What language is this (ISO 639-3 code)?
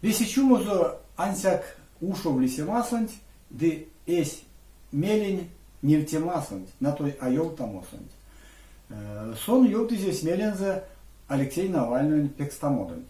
myv